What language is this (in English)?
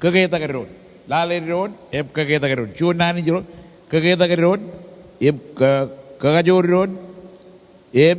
Marshallese